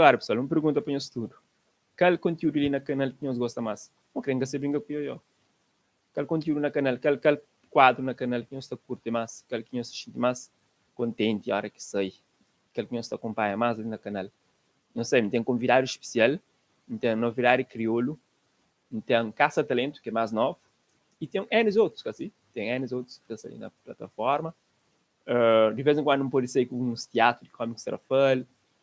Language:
Kabuverdianu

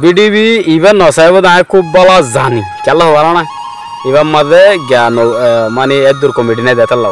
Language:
Rohingya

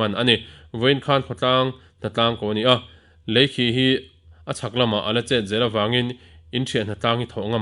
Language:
Mizo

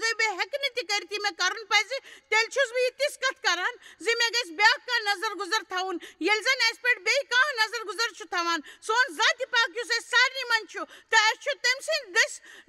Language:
Kashmiri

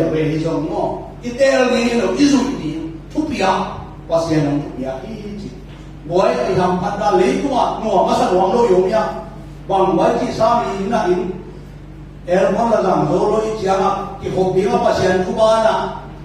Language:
Tedim Chin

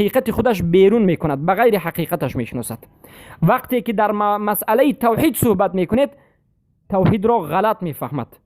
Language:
Persian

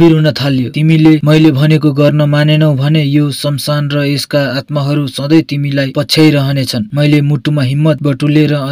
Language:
Nepali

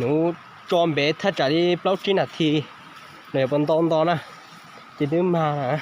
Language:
Hmong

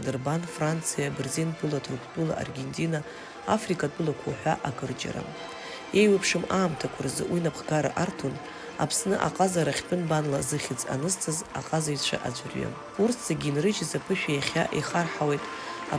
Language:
Abkhazian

